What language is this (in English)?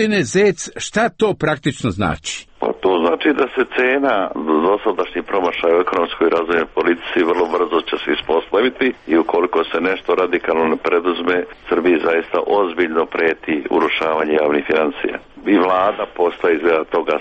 Serbian